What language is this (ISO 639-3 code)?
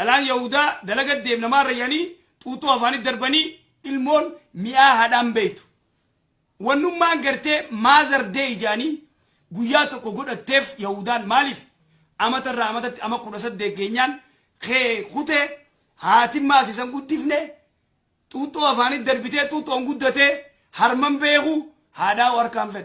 orm